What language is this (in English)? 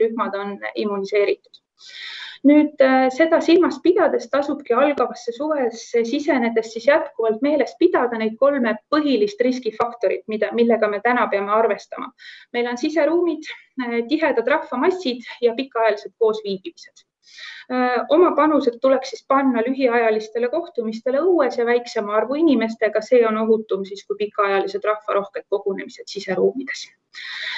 Estonian